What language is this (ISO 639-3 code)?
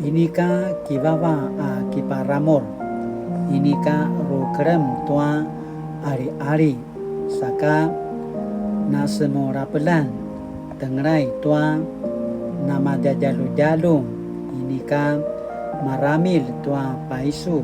pwn